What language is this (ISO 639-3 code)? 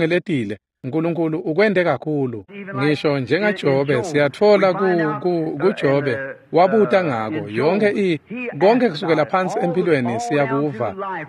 ssw